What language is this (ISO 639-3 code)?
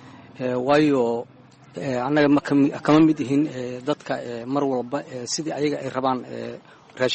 som